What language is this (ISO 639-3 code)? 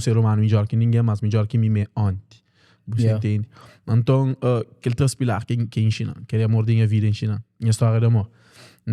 kea